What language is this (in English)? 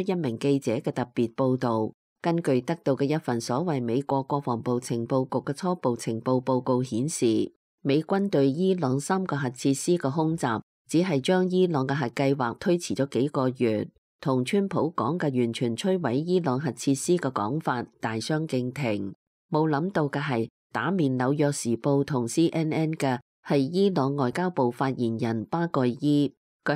Cantonese